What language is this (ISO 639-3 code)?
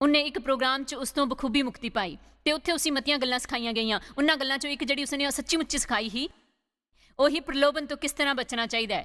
doi